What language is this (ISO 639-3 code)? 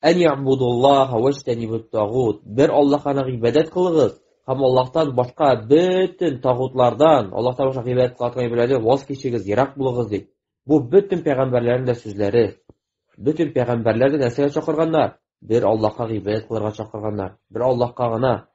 tat